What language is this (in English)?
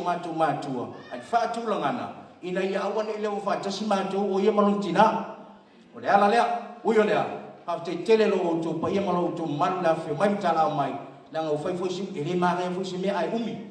Samoan